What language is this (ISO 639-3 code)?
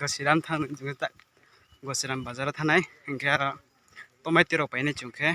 ria